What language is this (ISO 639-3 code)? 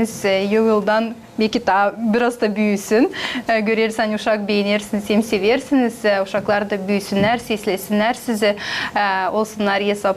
gag